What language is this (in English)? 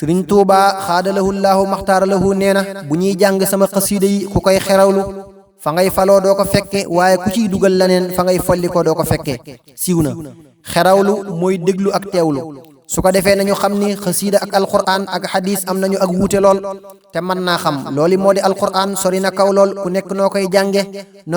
Wolof